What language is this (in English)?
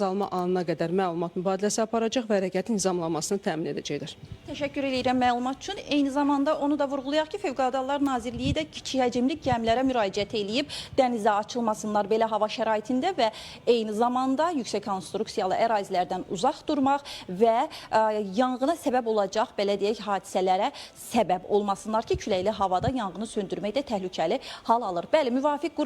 Azerbaijani